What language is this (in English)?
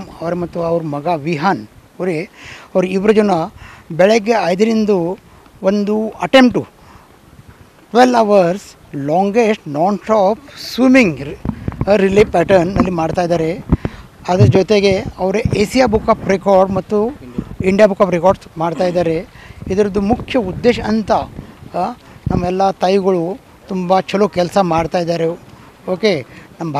Kannada